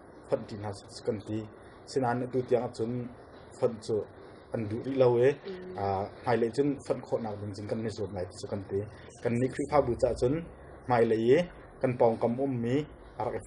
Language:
Hakha Chin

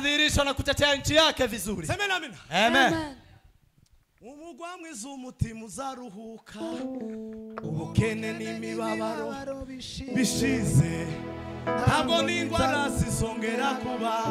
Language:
Kinyarwanda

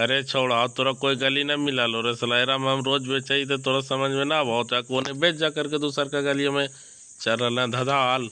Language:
Magahi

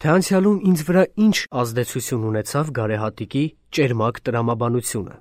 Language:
Armenian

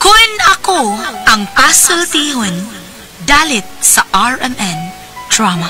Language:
Cebuano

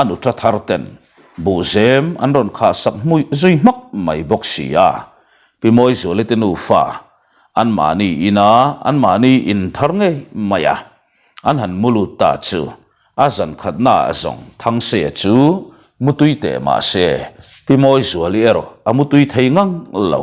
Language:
Mizo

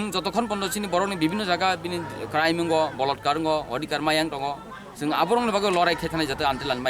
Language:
Kok Borok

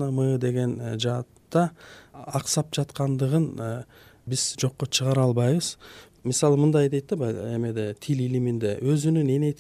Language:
Kyrgyz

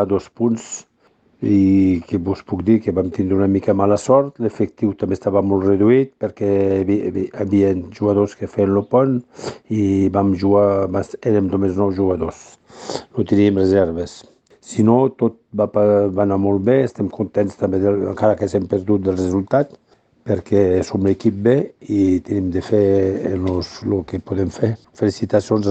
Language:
Catalan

